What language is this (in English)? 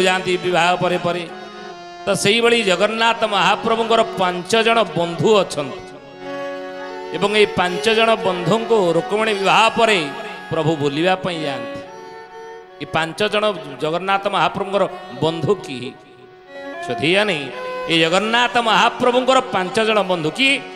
Odia